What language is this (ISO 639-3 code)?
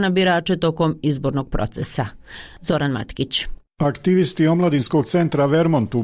bos